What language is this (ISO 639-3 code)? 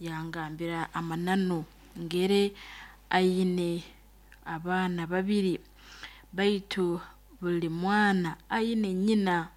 nyo